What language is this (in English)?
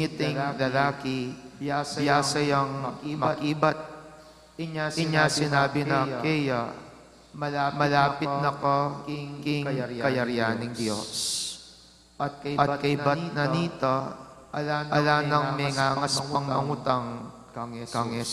Pampanga